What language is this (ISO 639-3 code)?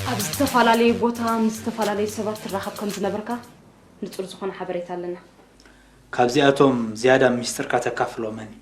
tir